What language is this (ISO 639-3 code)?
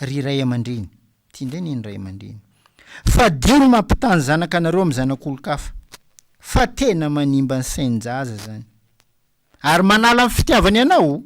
mlg